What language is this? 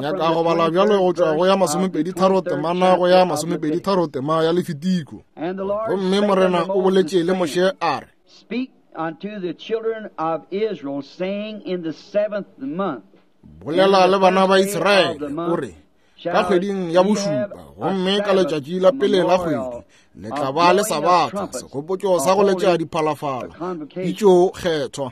Northern Sotho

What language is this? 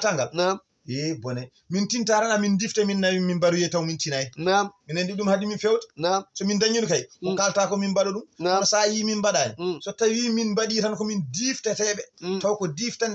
Fula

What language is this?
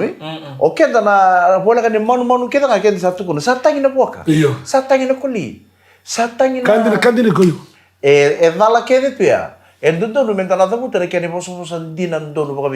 Fijian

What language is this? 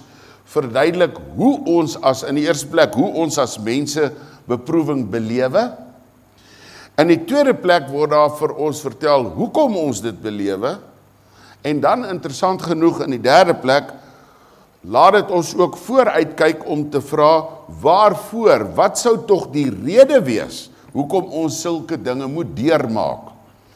Afrikaans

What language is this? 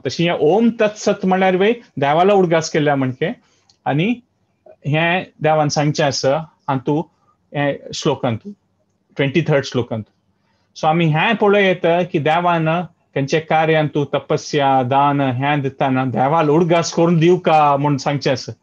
Konkani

